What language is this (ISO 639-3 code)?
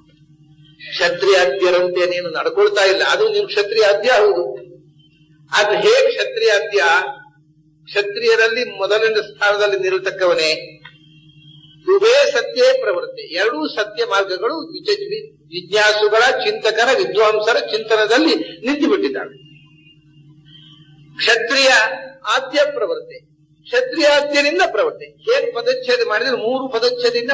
kan